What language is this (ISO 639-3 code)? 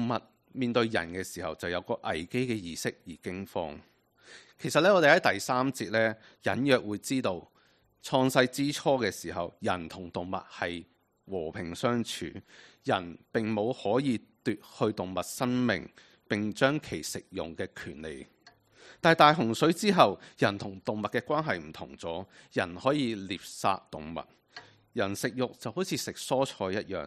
yue